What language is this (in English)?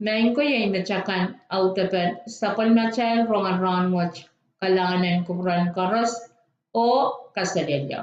Pohnpeian